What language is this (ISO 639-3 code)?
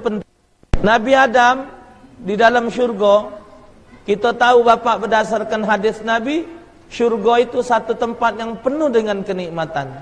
mui